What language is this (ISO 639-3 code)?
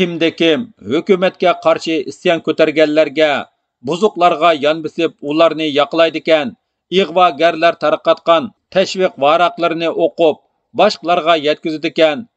uig